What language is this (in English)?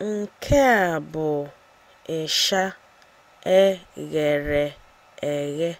Igbo